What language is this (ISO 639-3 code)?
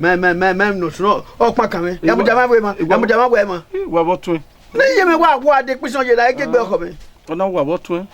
bin